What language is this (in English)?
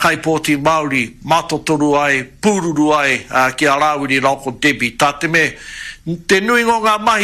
Māori